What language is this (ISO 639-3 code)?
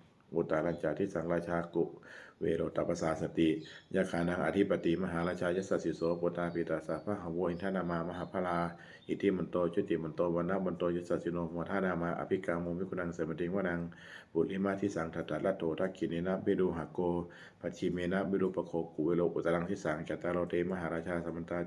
pli